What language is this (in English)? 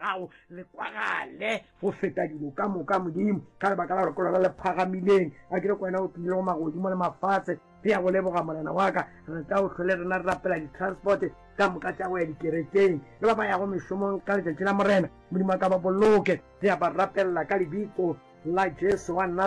Northern Sotho